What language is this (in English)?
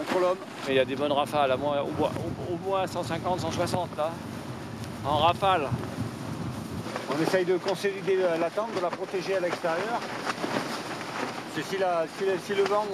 French